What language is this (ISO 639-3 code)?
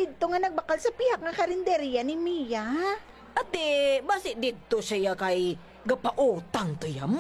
hil